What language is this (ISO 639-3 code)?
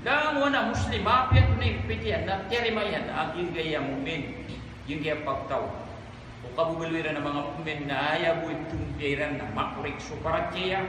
mrw